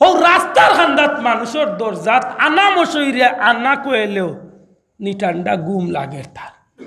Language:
Sylheti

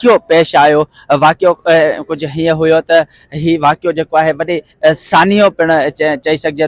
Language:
Sindhi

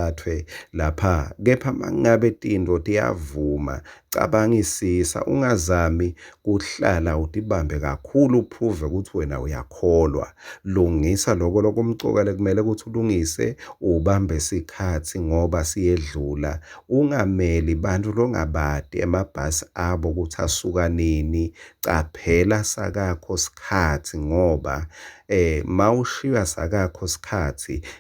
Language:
Swati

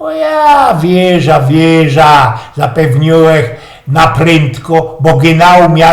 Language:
Silesian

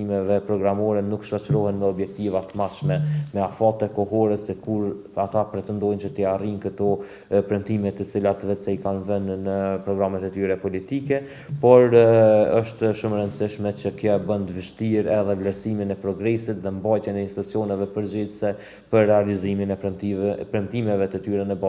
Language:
Albanian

